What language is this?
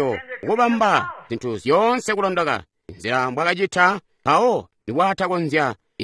Tonga (Zambia)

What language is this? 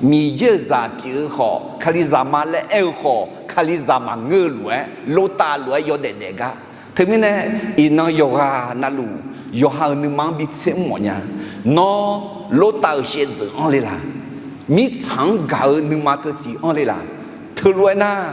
Akha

